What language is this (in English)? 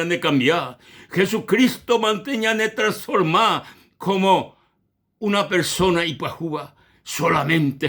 Guarani